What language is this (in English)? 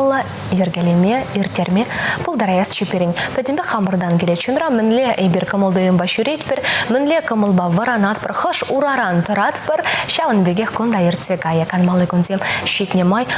Chuvash